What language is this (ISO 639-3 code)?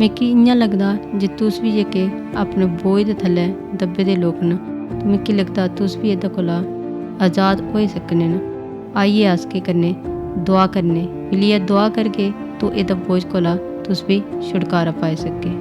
doi